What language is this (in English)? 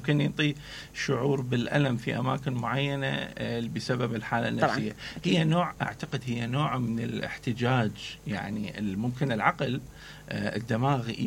Mesopotamian Arabic